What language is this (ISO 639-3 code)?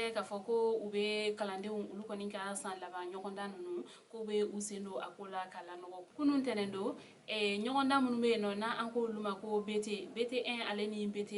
bam